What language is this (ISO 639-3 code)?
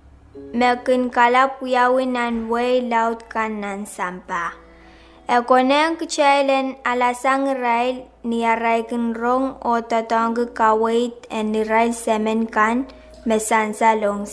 pon